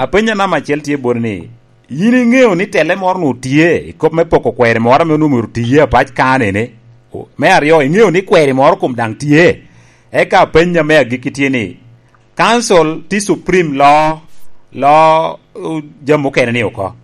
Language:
Lango (Uganda)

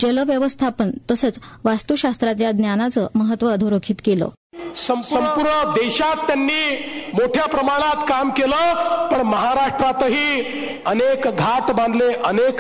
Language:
Marathi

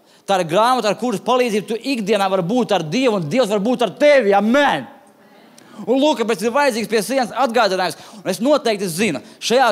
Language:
Latvian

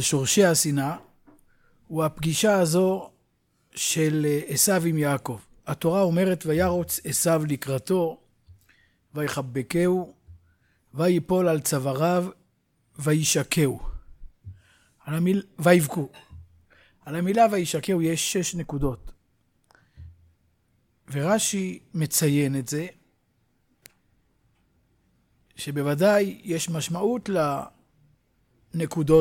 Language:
Hebrew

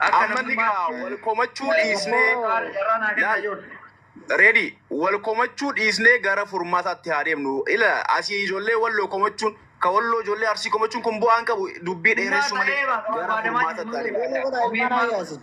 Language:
Oromo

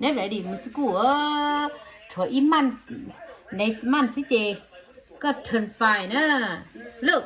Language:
Hmong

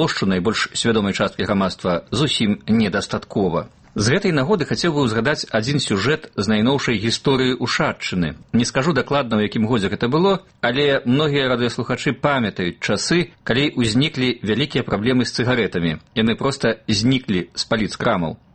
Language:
Belarusian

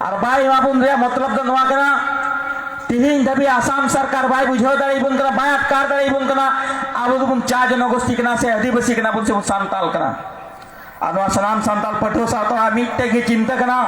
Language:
Santali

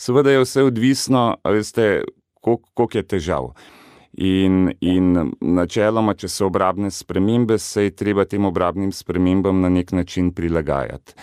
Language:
Slovenian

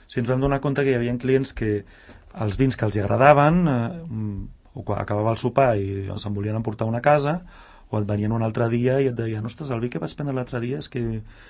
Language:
Catalan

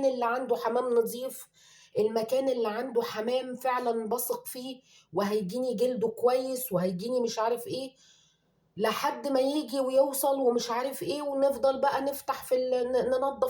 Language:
Egyptian Arabic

